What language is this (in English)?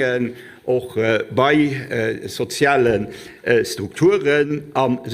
Luxembourgish